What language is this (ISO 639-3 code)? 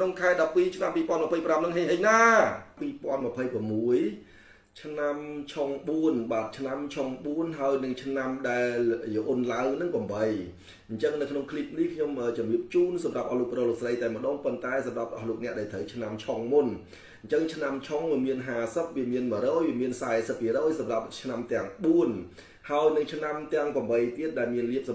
khm